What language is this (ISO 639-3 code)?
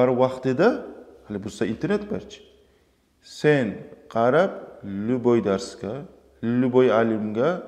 kum